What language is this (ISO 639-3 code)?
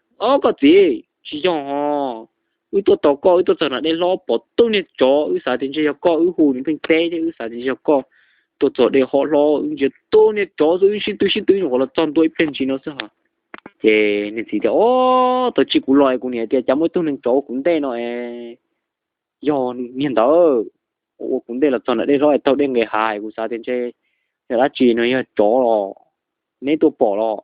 hmn